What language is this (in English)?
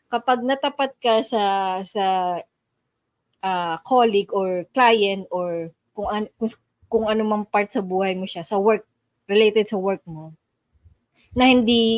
Filipino